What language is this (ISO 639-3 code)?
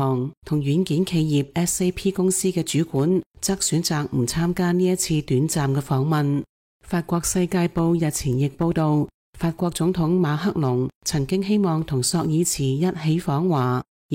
yue